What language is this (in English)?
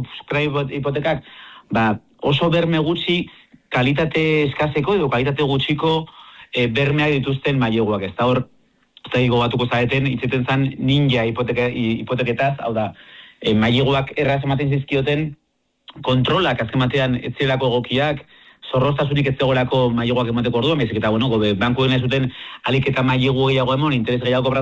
Basque